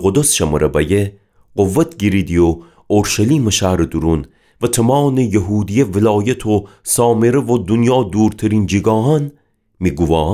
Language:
Gilaki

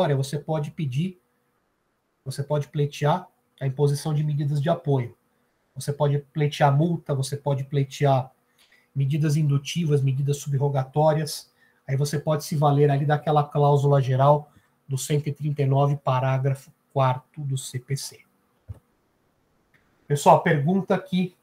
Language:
Portuguese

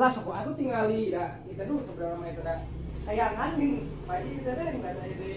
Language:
Sundanese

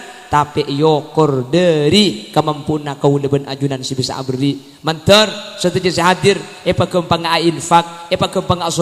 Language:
Madurese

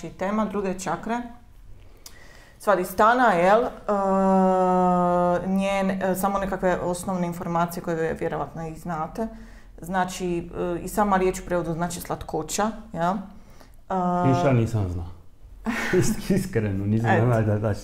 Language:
Croatian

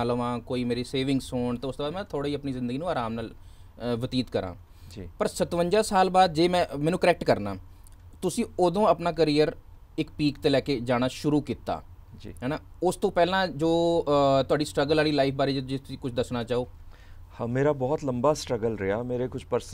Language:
Punjabi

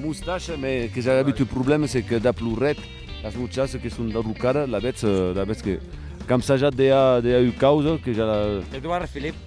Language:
Occitan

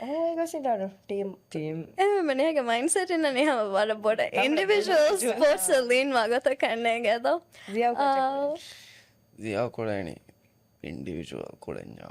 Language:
Divehi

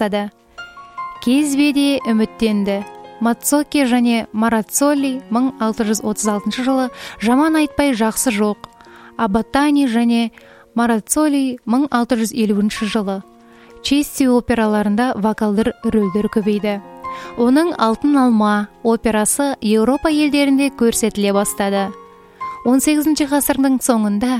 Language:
Kazakh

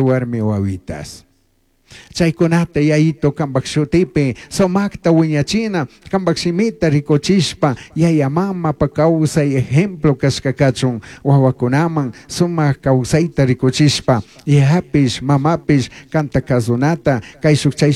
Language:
Chimborazo Highland Quichua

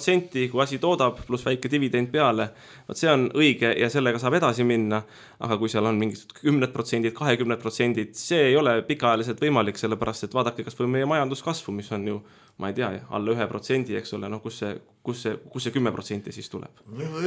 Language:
Estonian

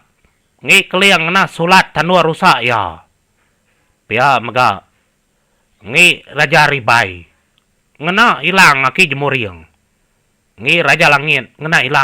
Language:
Iban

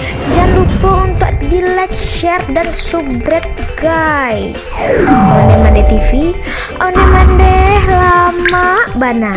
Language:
Minangkabau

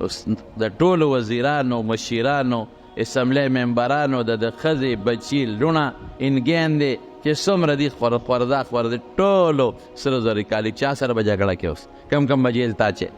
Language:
Pashto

